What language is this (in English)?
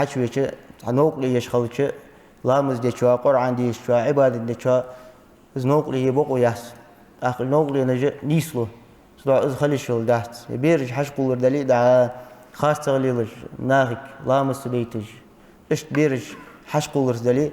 Ingush